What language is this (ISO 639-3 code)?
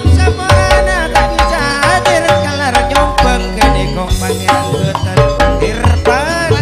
mad